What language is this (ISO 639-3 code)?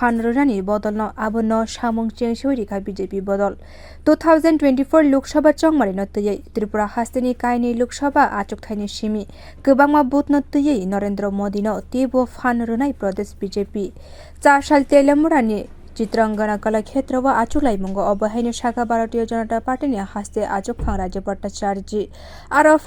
trp